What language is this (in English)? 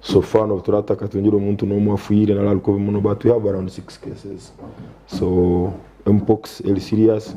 Nyankole